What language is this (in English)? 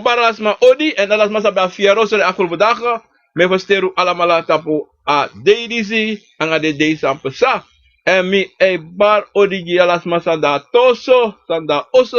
Sranan Tongo